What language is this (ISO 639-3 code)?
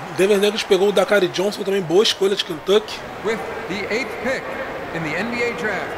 por